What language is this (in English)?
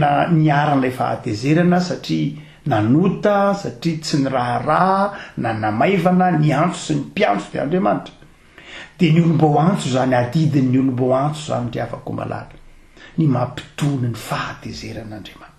Malagasy